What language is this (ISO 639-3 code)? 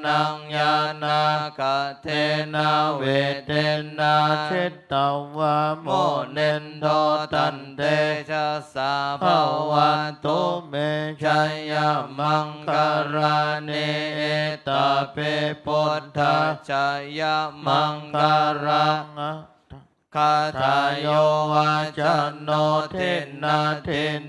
pli